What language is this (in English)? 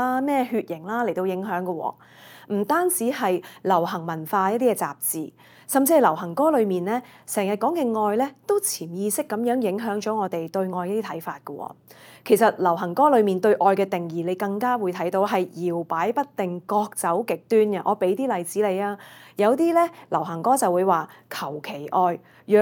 Cantonese